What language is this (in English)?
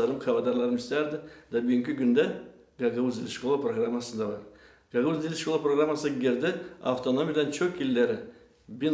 Gagauz